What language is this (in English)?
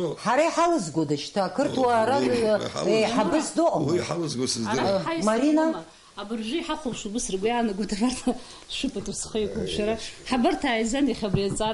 Abkhazian